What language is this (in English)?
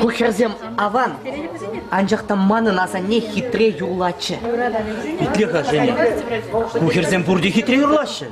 Chuvash